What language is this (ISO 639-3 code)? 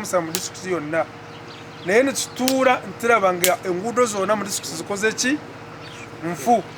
nyn